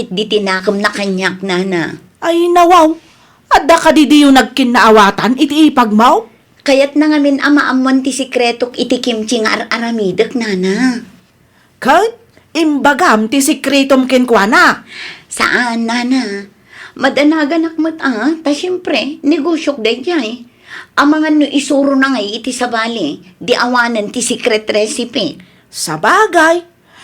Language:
Iloko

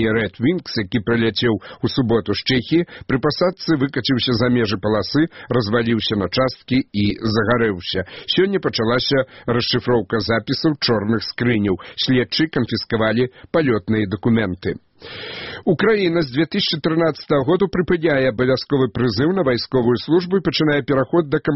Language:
Belarusian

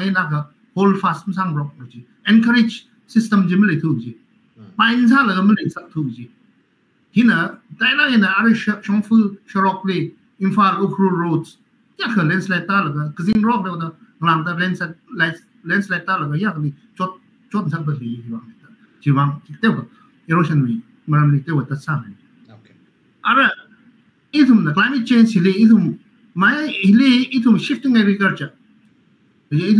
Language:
Tangkhul Naga (India)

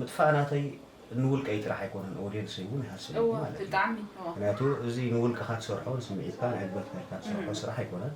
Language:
Tigrinya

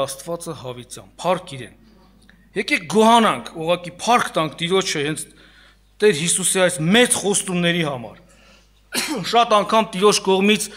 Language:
Armenian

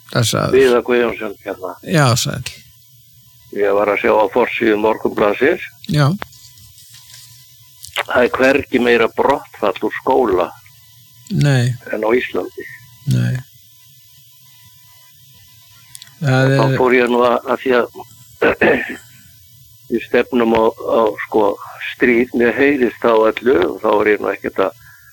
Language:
Icelandic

